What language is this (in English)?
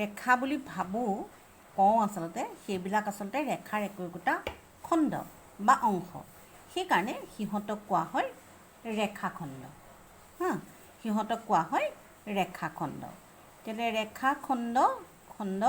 Assamese